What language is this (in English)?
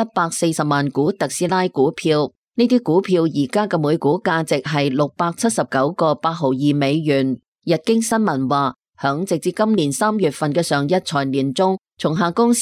Cantonese